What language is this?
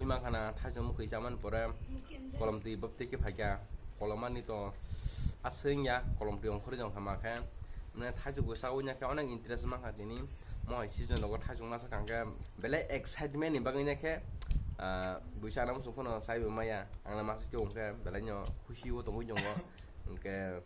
Kok Borok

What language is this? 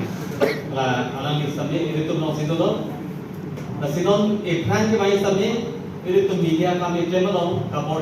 Karbi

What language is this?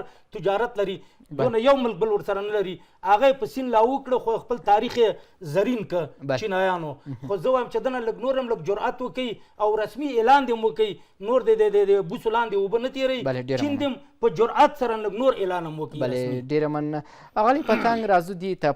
Pashto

